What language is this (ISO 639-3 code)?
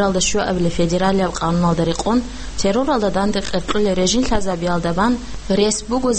ava